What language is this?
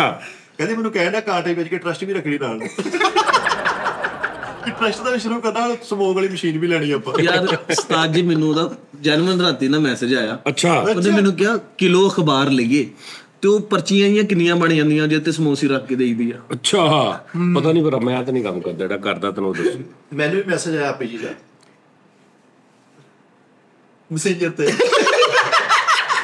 Punjabi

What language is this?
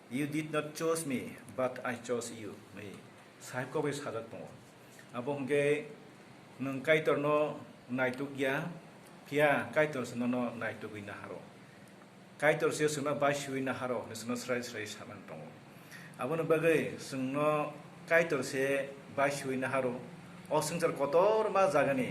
Kok Borok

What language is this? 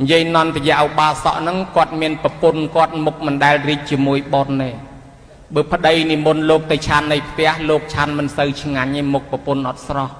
Khmer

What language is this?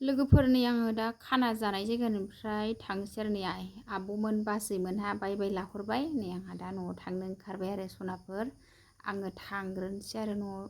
Bodo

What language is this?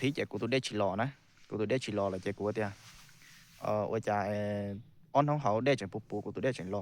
Hmong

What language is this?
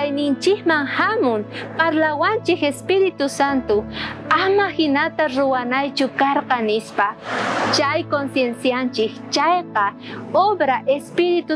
South Bolivian Quechua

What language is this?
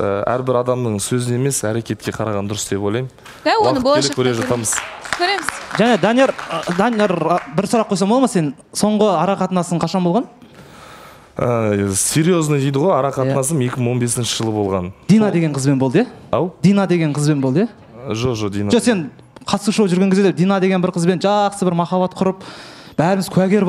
Kazakh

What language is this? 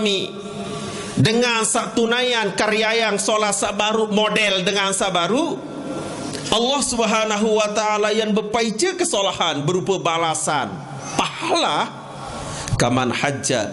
Sasak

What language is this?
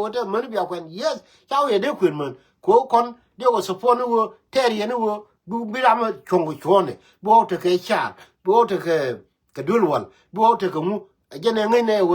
Nuer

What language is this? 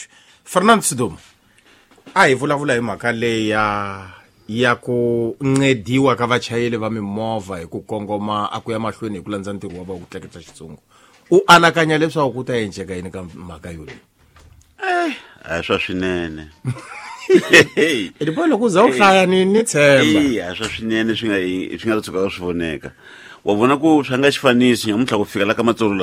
Tsonga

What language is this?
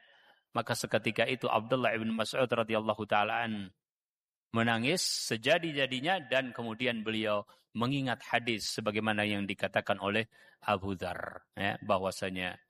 Indonesian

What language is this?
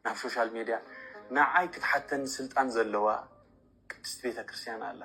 Tigrinya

